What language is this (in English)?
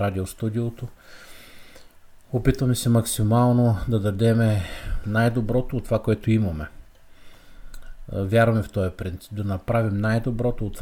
Bulgarian